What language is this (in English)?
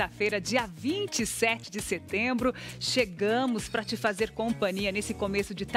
Portuguese